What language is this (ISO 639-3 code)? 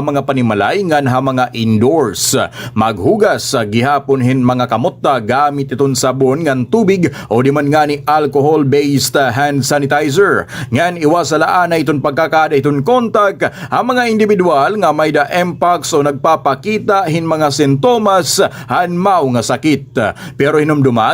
war